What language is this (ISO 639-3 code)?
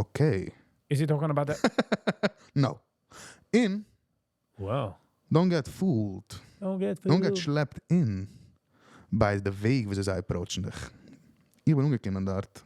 yid